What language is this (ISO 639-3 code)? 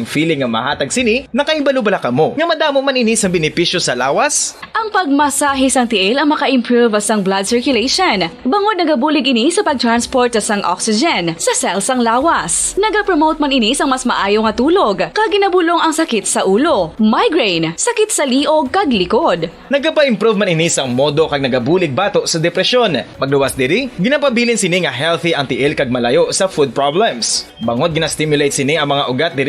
hil